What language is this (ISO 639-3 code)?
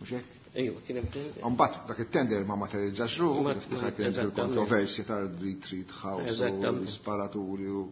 mlt